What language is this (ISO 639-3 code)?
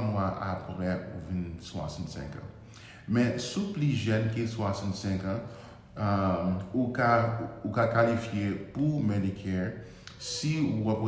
hat